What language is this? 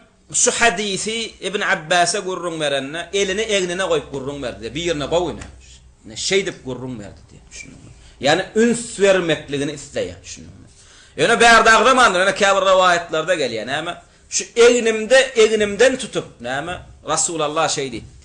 Turkmen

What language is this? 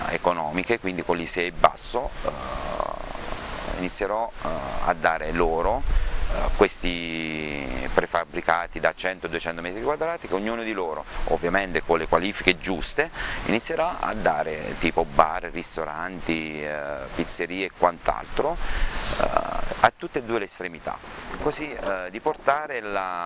Italian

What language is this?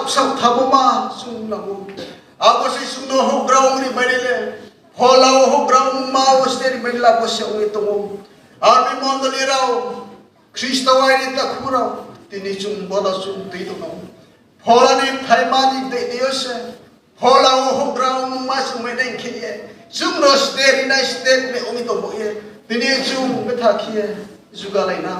Riang (India)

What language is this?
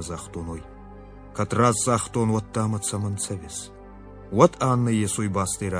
Ossetic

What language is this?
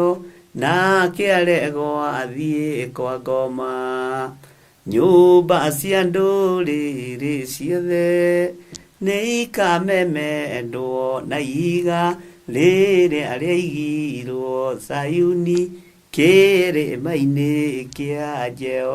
Kikuyu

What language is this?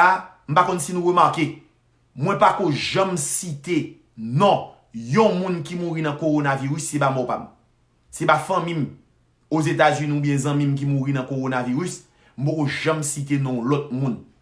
Haitian Creole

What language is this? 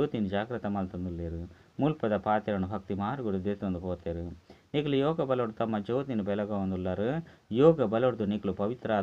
Tulu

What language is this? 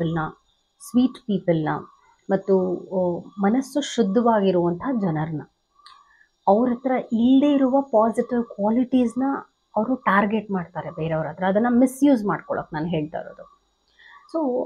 Kannada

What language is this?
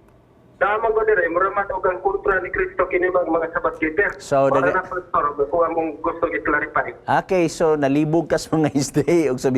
Cebuano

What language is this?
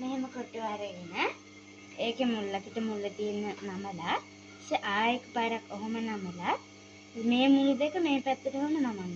Sinhala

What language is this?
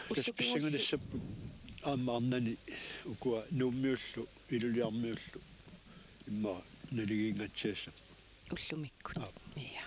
Kalaallisut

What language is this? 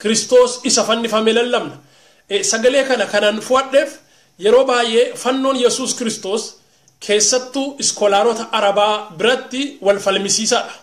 Oromo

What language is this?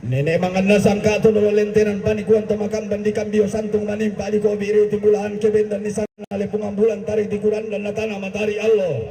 Toraja-Sa'dan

